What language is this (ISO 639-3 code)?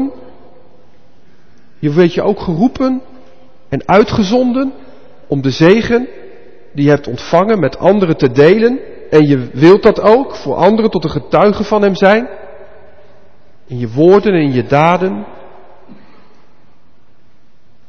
nld